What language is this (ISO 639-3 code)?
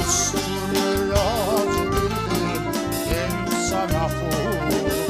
crh